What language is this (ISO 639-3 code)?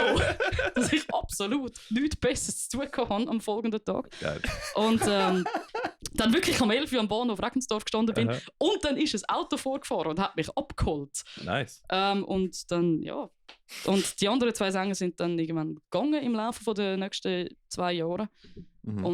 gsw